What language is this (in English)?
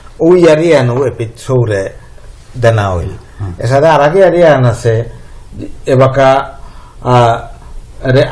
Bishnupriya